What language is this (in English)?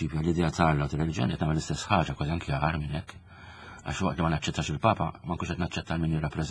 Maltese